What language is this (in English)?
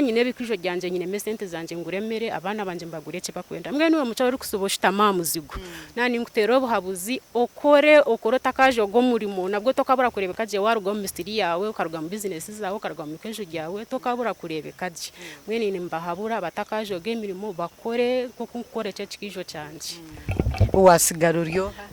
Nyankole